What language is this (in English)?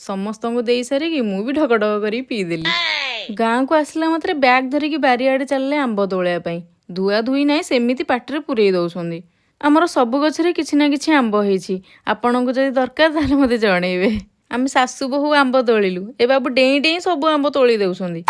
Odia